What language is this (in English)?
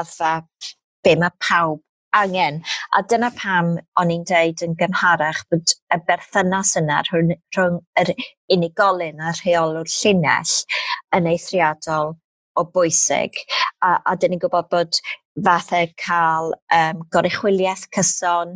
Welsh